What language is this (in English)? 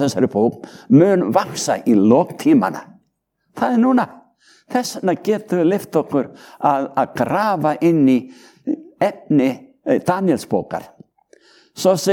Icelandic